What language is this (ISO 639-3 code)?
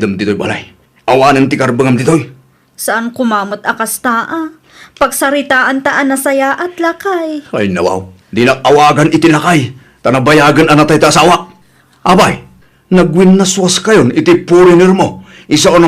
ilo